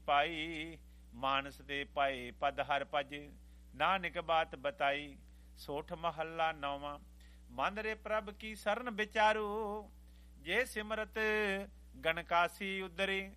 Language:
Punjabi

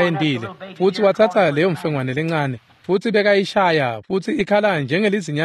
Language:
Swati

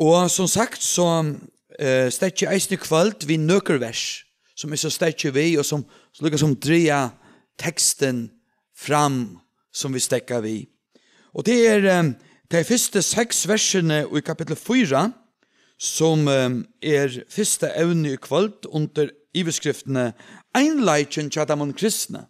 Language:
Faroese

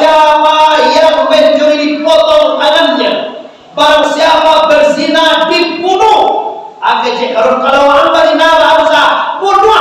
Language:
Minangkabau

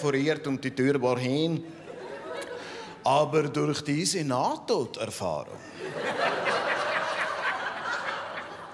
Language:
German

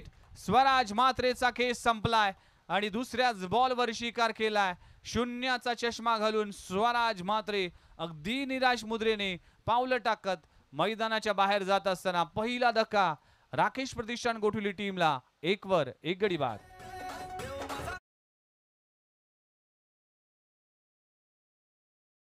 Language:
Marathi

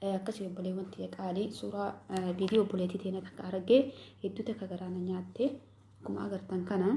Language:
Oromo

